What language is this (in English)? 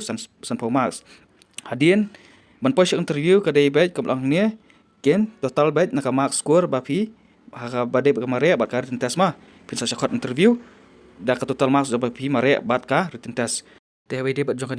Khasi